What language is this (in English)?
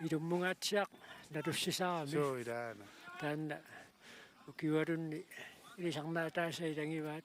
Kalaallisut